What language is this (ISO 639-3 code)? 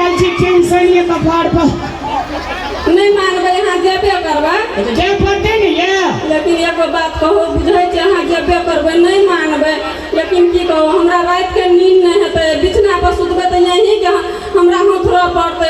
mai